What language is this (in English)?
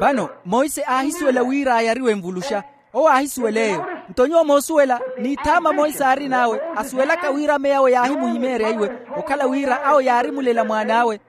Makhuwa